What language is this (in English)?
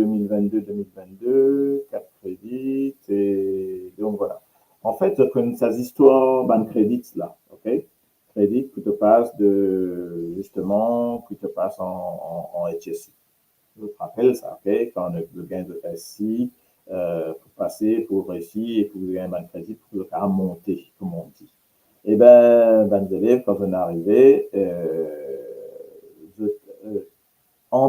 Morisyen